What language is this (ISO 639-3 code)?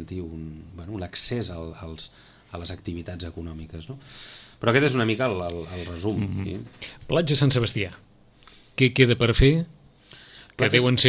cat